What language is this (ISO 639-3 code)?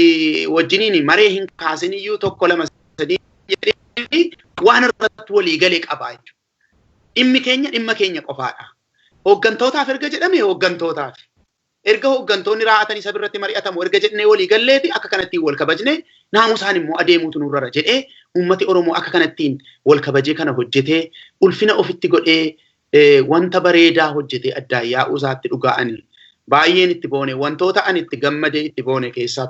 orm